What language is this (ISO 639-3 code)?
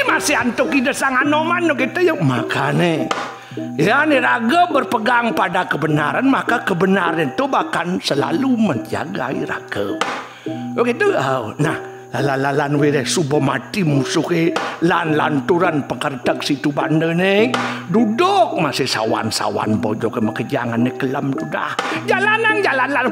ban